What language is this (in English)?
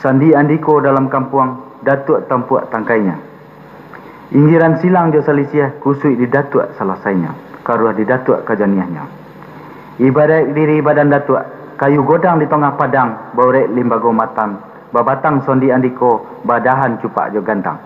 Minangkabau